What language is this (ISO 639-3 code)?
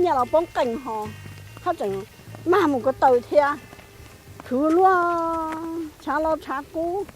hmn